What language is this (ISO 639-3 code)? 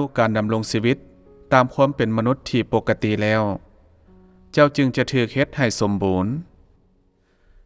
lao